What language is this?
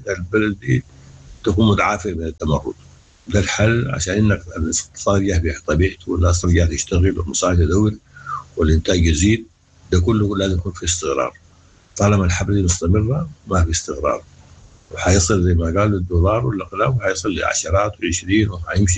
Sudanese Arabic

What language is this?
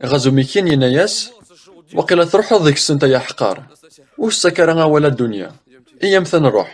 Kabyle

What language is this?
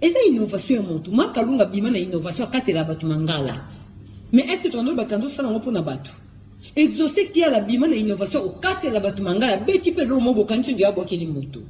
Lingala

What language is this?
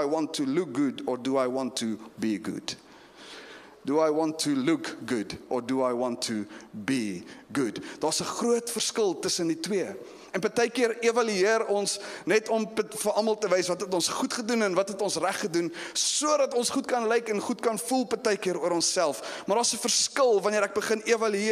Afrikaans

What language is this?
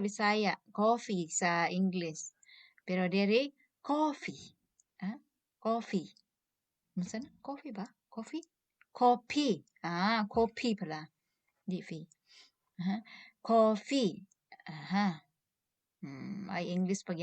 Cebuano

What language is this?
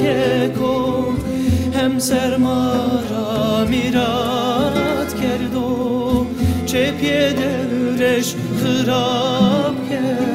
Zaza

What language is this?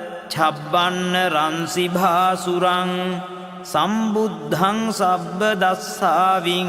Pali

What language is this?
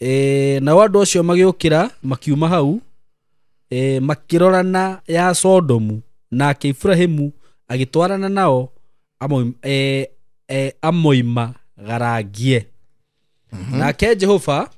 Kikuyu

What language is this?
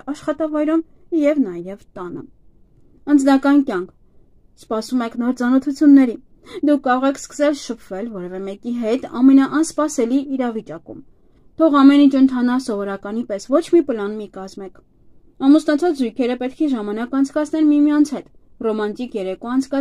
Armenian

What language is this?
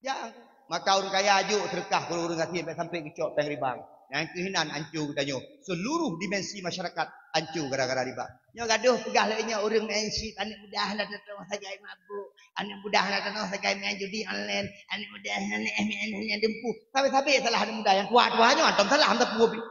Achinese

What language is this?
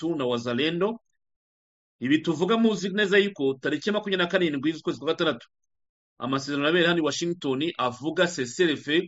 Kinyarwanda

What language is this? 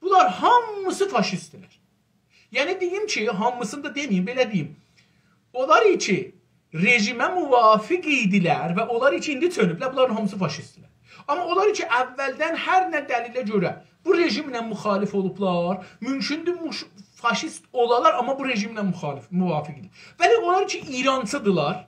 South Azerbaijani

